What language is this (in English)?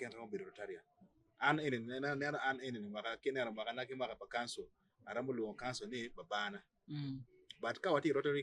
Acoli